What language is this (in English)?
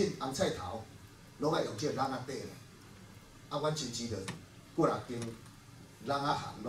Min Nan Chinese